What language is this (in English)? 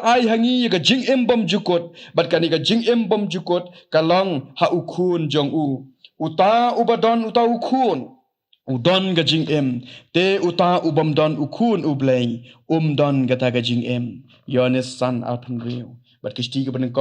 Khasi